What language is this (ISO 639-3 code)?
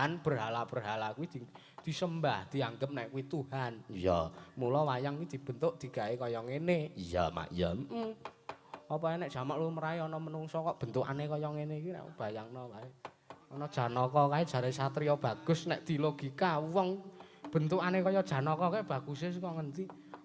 jav